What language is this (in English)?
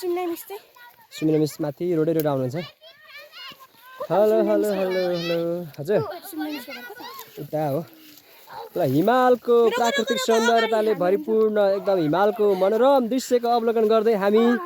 Nepali